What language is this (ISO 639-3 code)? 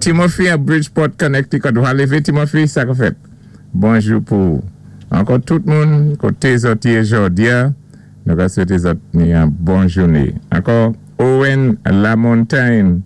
acf